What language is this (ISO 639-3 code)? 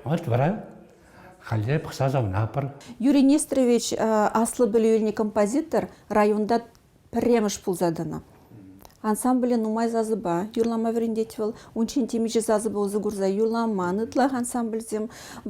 chv